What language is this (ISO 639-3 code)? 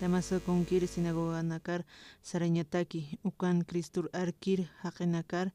aym